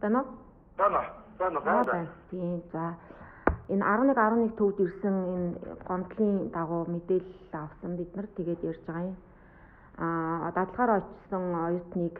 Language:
Mongolian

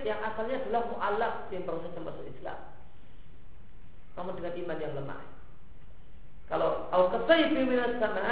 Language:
Indonesian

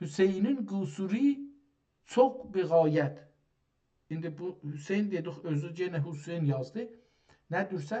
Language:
South Azerbaijani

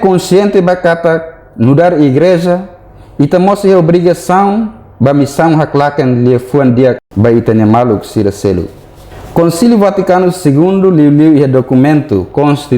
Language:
Tetum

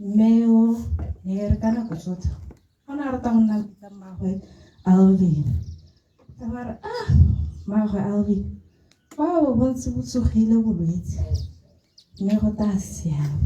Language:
Tswana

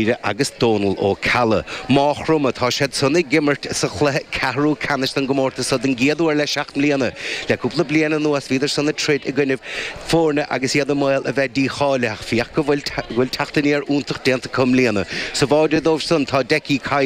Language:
Irish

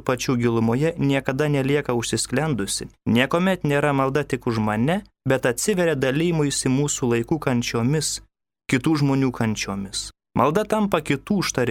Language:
Lithuanian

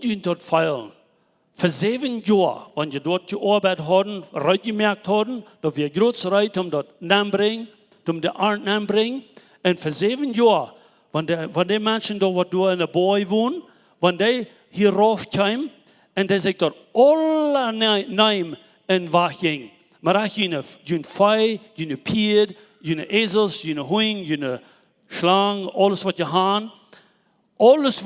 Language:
Plautdietsch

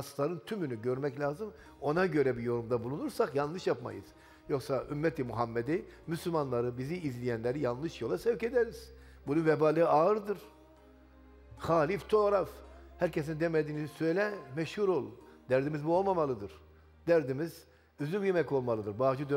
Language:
Turkish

